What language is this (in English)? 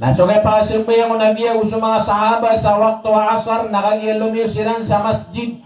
Maranao